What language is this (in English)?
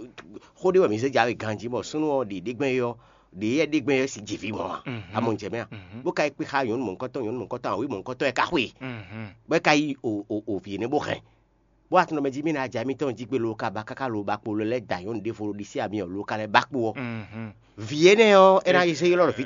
Fon